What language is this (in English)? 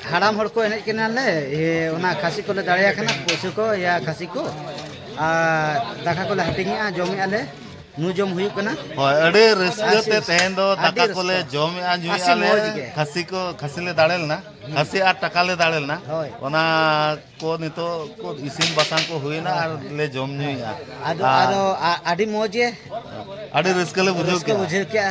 Santali